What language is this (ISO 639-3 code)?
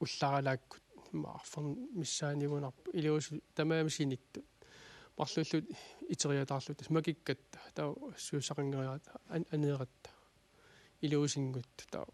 kal